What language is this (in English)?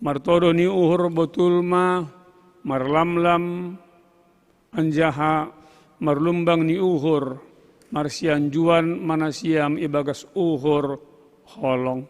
Batak Simalungun